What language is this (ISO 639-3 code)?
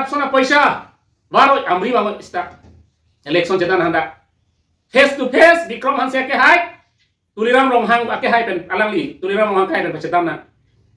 mjw